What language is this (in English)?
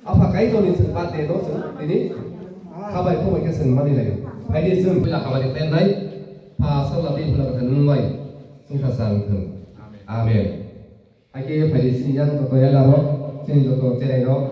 Kok Borok